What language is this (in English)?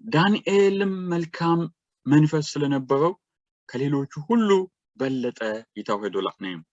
Sidamo